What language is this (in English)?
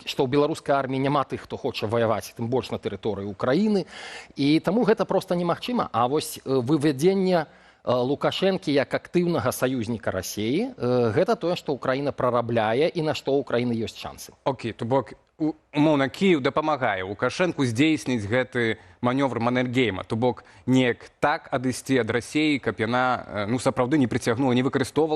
Belarusian